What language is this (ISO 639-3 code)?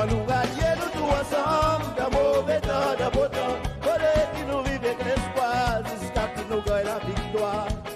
crs